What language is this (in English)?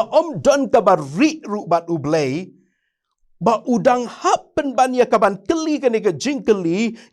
Khasi